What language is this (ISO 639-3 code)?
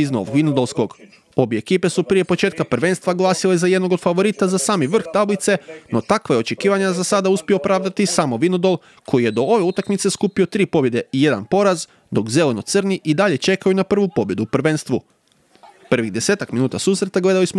hrv